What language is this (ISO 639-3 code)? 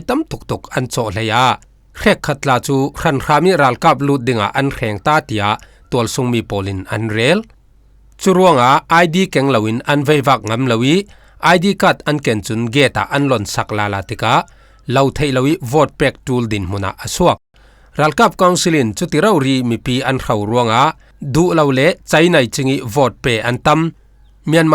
cfm